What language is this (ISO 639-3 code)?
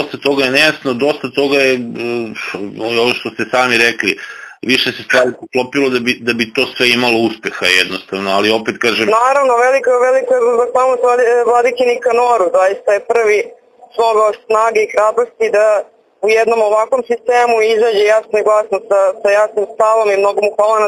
srp